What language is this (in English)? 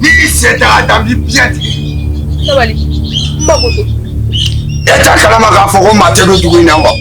Bambara